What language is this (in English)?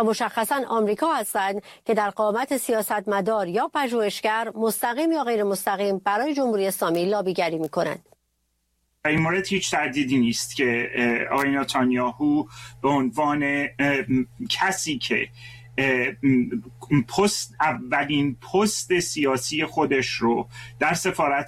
Persian